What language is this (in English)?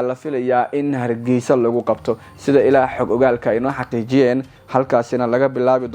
Somali